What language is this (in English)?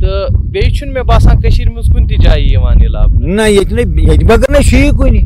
Kashmiri